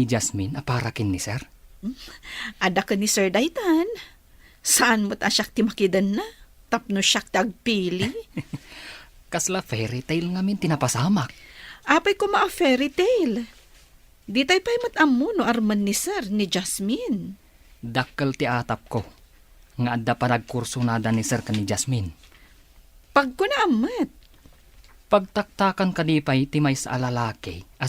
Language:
Iloko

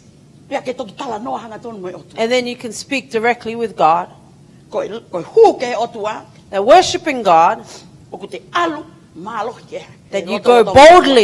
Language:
Tongan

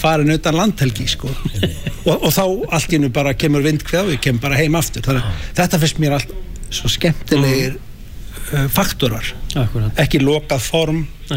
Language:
Icelandic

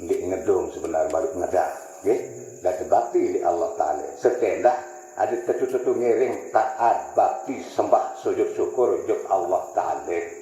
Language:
Sasak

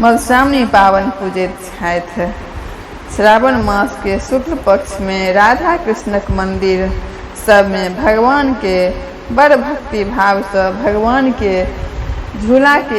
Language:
Maithili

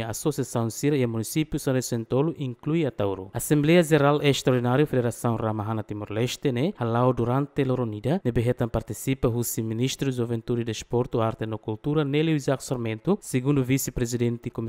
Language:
Tetum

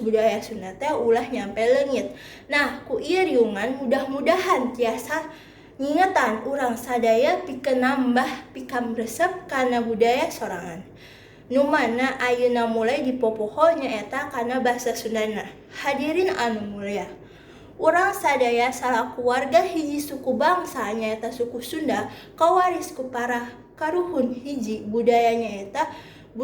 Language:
Sundanese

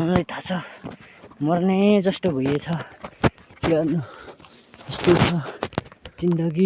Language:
Nepali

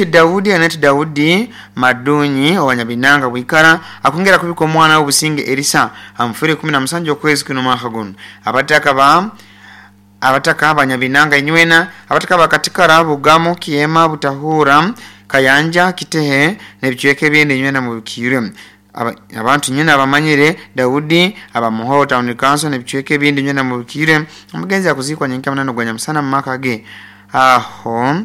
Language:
Nyoro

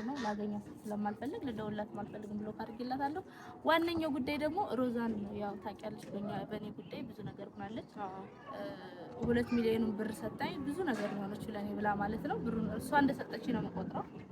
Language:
Amharic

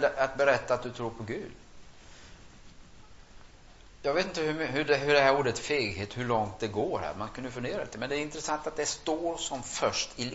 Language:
Swedish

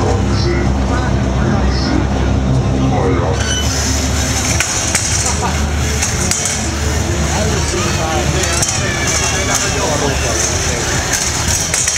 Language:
Finnish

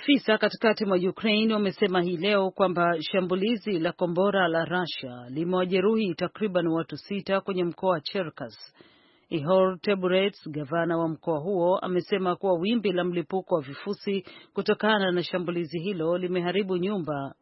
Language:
Swahili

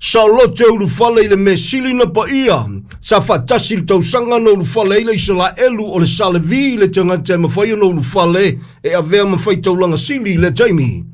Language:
Samoan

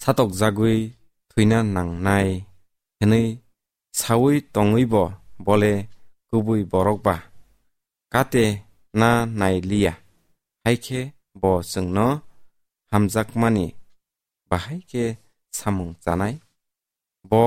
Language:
Kok Borok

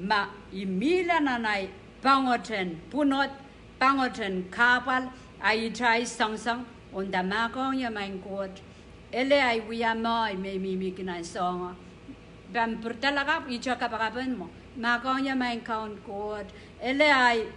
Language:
Pohnpeian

